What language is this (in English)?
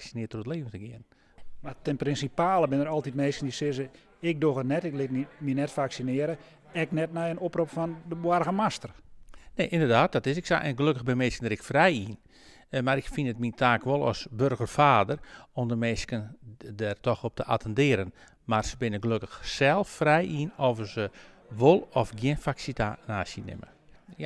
Western Frisian